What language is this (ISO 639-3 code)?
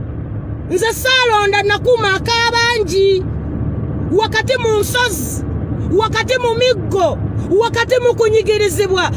lug